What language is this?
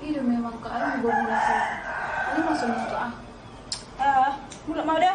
Batak Toba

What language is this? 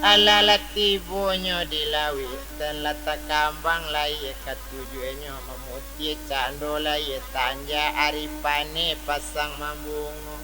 Minangkabau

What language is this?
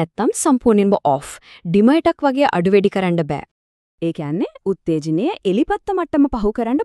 Sinhala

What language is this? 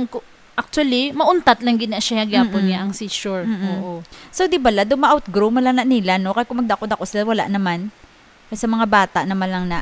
Hiligaynon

